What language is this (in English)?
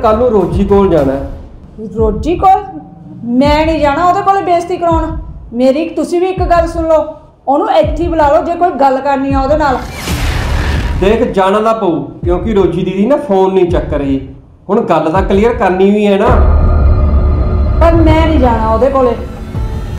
Punjabi